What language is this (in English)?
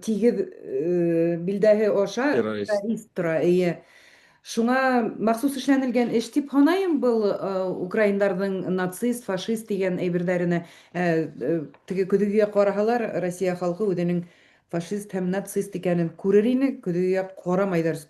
Bashkir